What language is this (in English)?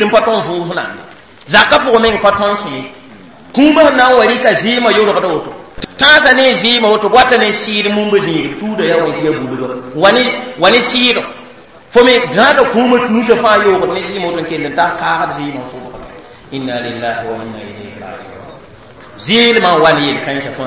Mossi